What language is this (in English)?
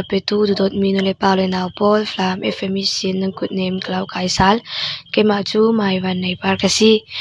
Falam Chin